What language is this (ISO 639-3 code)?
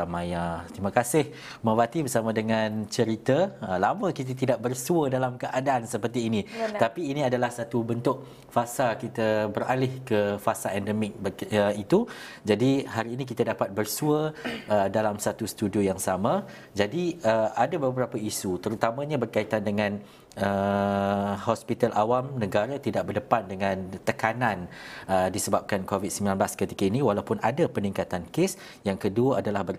msa